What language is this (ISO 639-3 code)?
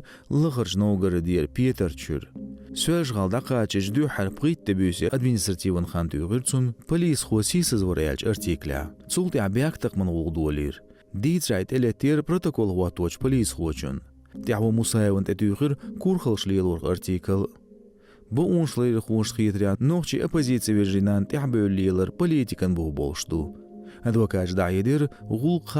che